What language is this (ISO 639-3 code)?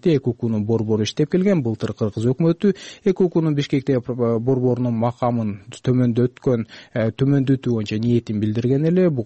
kir